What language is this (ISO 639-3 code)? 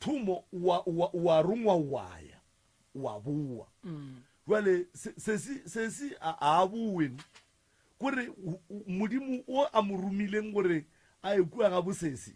nso